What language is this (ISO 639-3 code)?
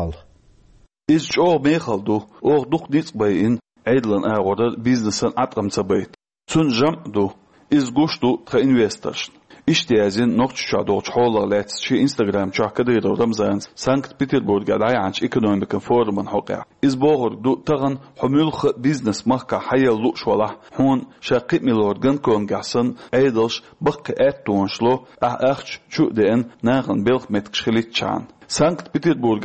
che